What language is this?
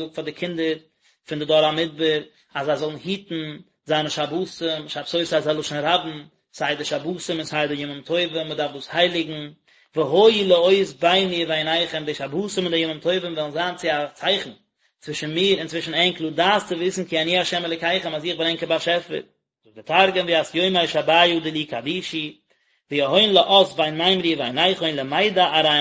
Yiddish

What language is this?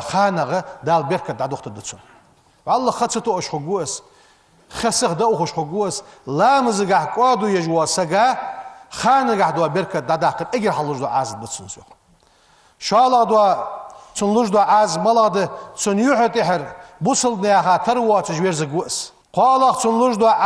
Ingush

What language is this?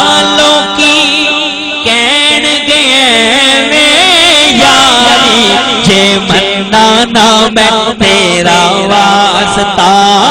Saraiki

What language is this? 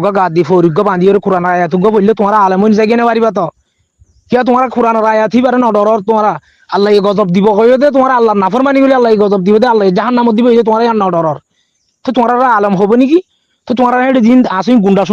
Rohingya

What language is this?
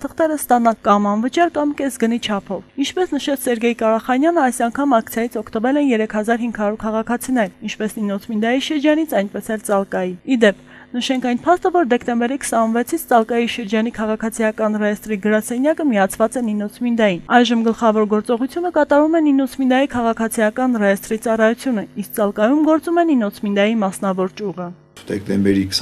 Armenian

